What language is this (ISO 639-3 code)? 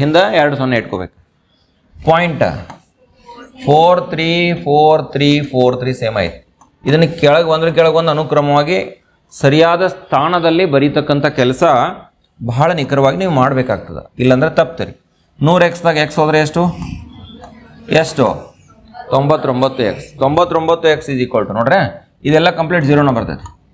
kan